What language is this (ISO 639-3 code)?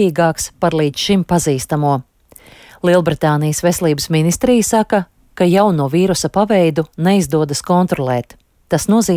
lav